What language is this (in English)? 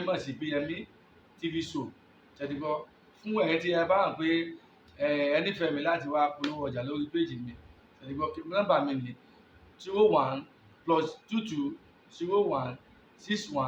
Yoruba